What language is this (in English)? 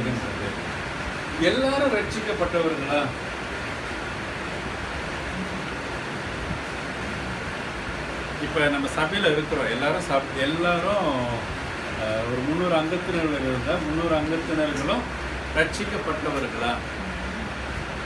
Tamil